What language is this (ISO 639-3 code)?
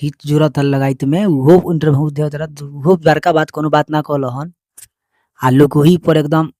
bho